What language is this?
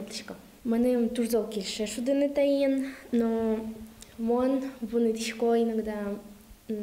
Udmurt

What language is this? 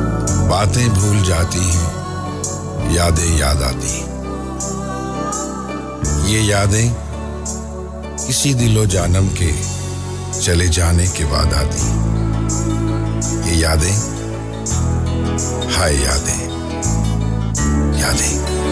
Urdu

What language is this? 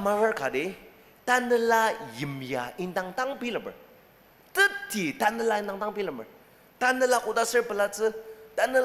Ao Naga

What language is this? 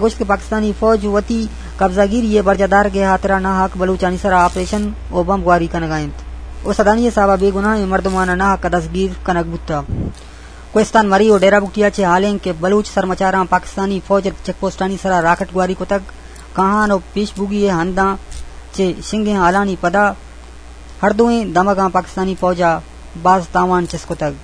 Eastern Balochi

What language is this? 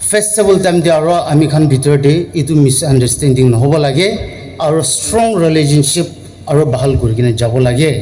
Naga Pidgin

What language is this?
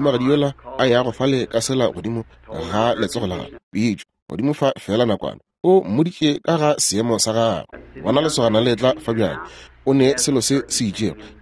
Northern Sotho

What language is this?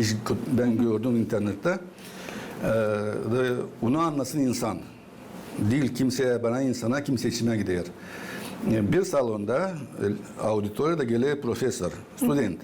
Gagauz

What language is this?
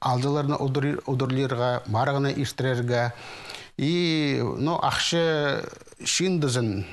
Khakas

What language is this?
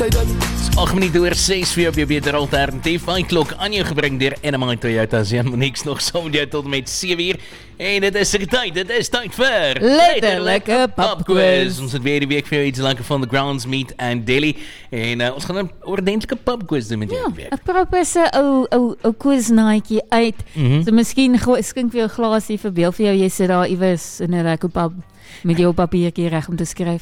Afrikaans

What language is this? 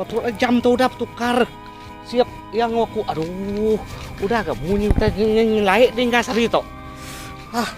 Iban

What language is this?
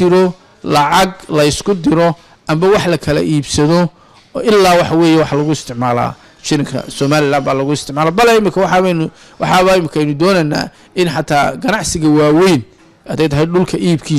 Somali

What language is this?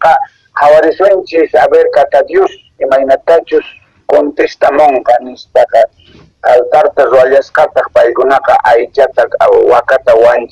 Quechua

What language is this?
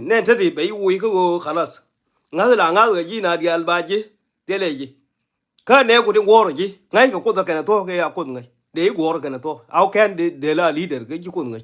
Nuer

